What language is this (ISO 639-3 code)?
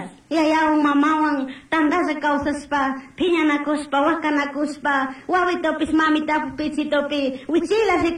qug